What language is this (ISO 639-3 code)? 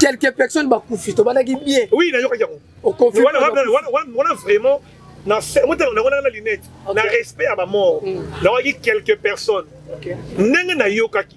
lin